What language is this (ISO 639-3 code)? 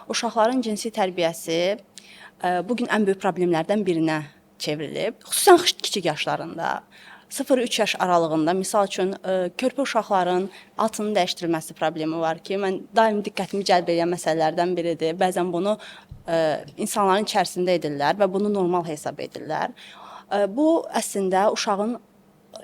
aze